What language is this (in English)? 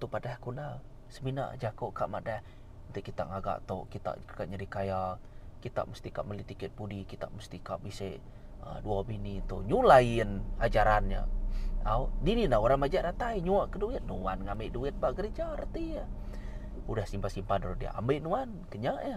Iban